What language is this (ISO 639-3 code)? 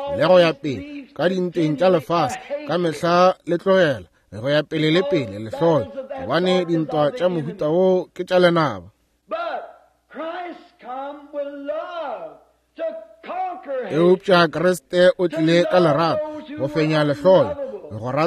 nso